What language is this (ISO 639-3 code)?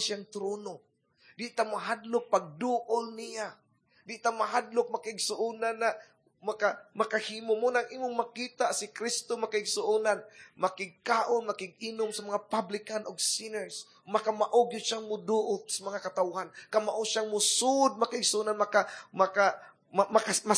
ceb